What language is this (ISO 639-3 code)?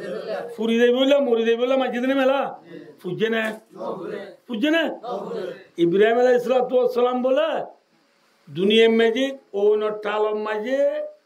rhg